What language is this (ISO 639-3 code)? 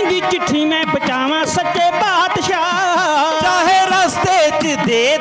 pan